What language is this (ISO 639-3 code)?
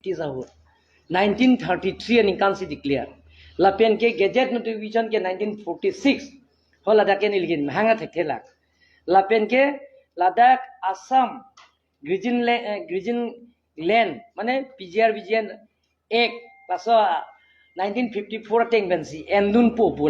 mjw